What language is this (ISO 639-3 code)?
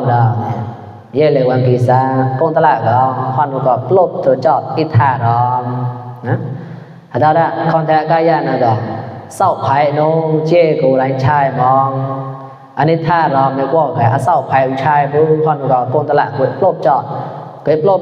mnw